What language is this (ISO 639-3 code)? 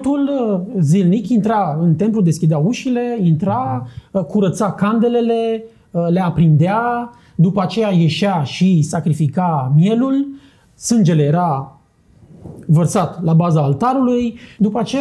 ron